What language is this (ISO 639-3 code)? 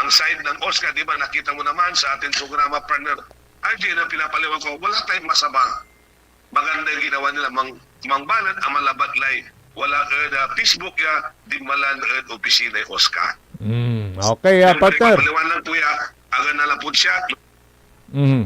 pag